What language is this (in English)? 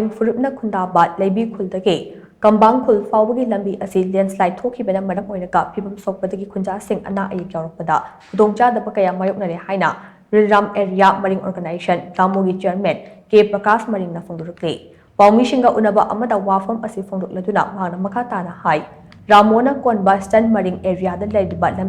Manipuri